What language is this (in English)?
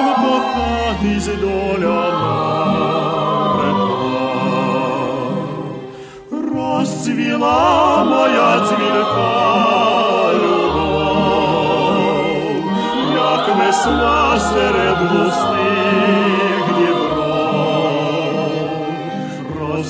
Ukrainian